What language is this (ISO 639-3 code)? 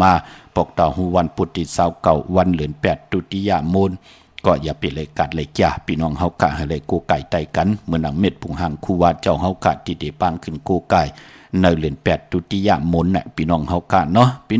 shn